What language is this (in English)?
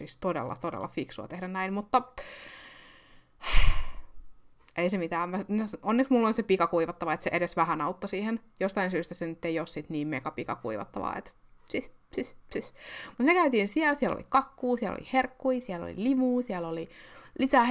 Finnish